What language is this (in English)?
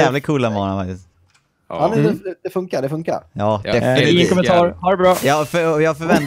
Swedish